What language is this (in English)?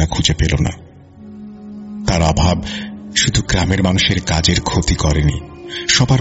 Bangla